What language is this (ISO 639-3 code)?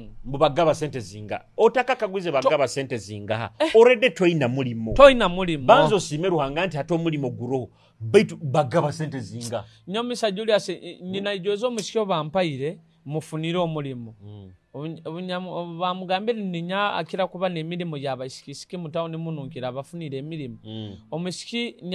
nyo